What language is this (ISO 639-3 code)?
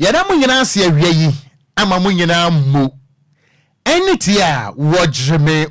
aka